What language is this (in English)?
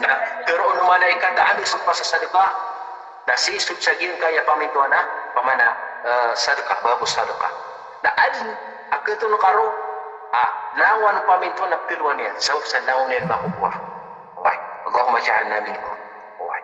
Maranao